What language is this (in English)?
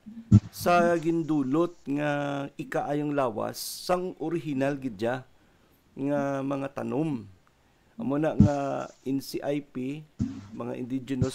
Hiligaynon